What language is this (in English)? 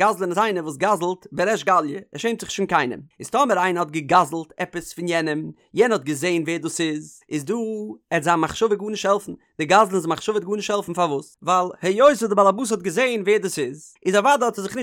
Yiddish